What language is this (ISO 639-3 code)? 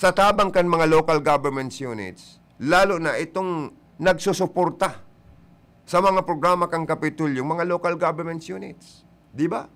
bik